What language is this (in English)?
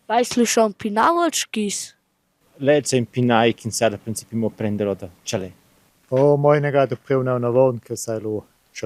Romansh